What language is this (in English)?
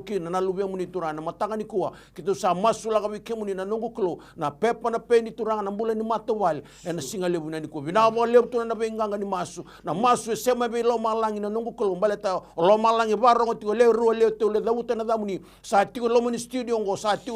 Fijian